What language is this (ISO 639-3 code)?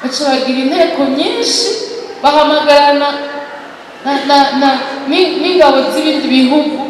run